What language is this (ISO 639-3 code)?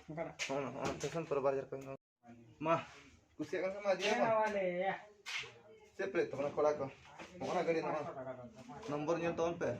sat